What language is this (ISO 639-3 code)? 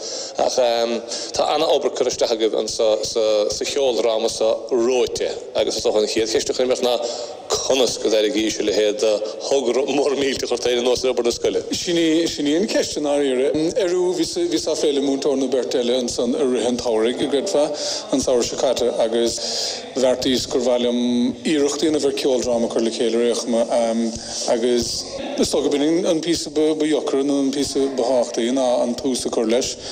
gle